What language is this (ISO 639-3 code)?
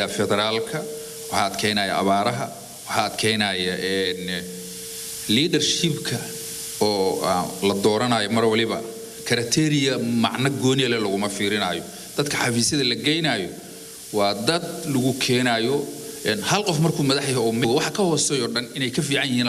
som